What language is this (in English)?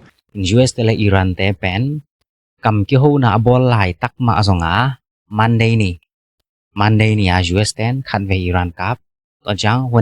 Tedim Chin